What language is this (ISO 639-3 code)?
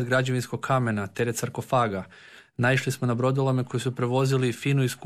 hrv